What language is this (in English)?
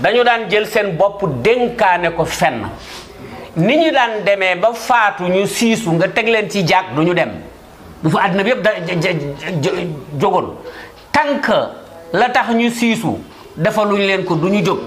Wolof